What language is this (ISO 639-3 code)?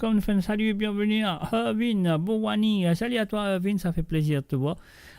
mfe